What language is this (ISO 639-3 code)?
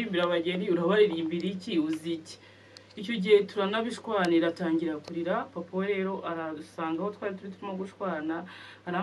kin